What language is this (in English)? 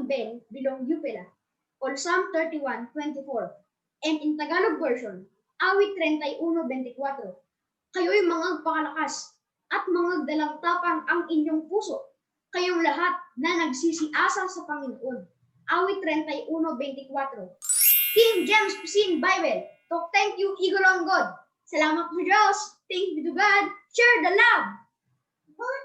Tok Pisin